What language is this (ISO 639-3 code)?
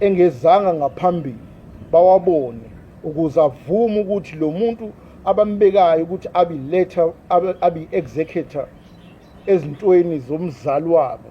zul